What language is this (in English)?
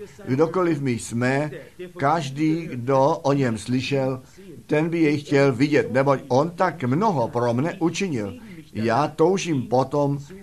Czech